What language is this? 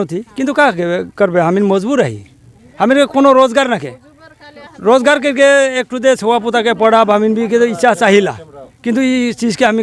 Sadri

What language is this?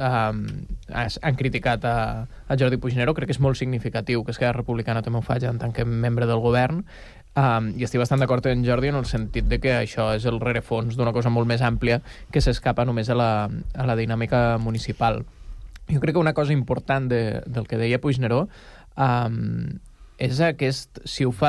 Catalan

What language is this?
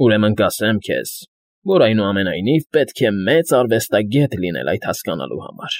Armenian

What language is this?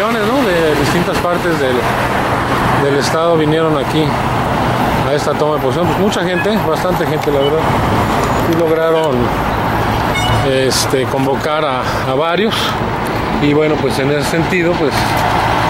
Spanish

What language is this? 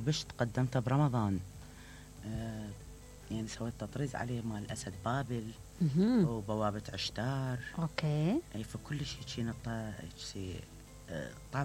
Mesopotamian Arabic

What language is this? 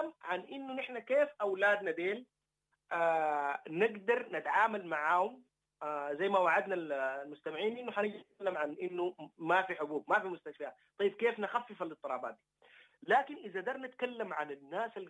Sudanese Arabic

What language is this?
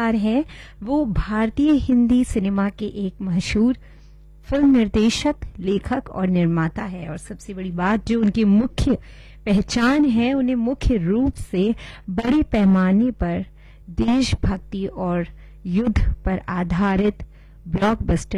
Hindi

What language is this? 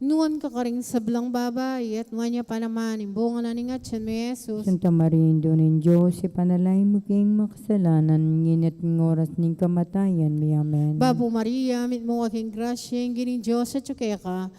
Pampanga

